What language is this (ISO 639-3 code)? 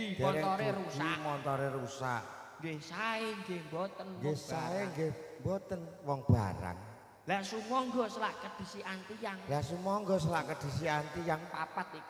jav